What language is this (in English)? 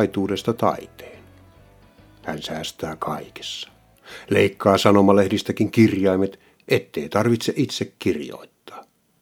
Finnish